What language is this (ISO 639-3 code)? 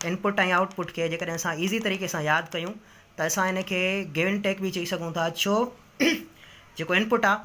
snd